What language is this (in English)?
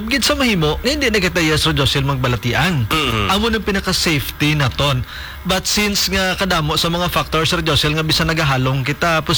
Hiligaynon